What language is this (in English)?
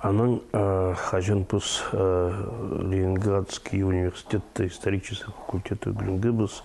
Khakas